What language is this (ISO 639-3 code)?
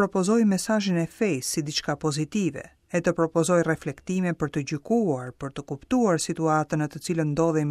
sqi